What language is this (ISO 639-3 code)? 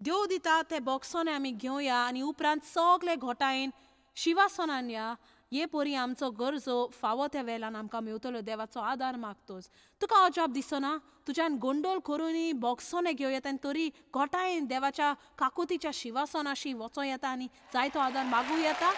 kok